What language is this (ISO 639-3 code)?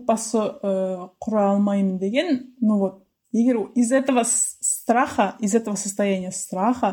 kaz